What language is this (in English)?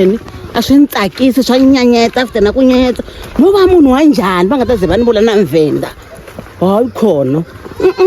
Tsonga